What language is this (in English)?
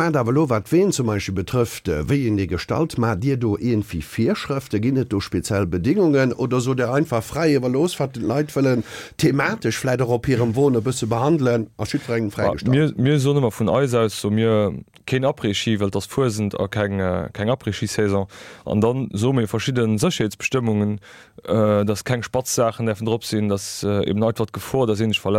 Luxembourgish